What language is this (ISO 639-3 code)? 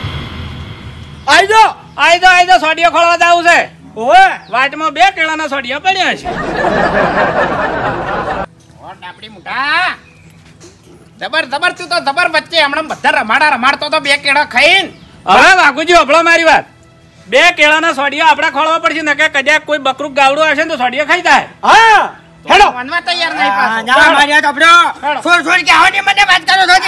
guj